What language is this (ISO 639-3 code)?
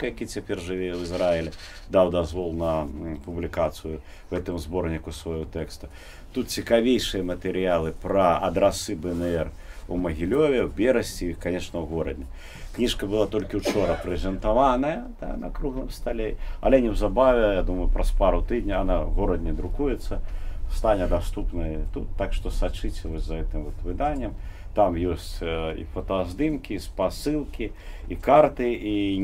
bel